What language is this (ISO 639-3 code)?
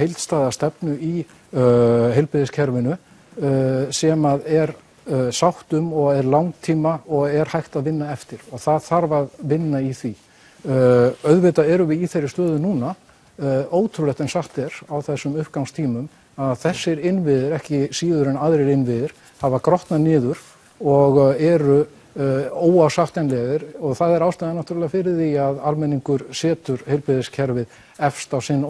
isl